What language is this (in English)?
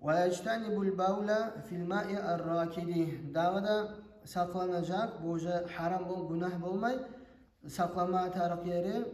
Kumyk